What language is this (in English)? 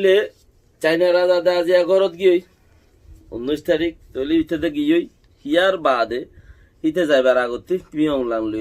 Rohingya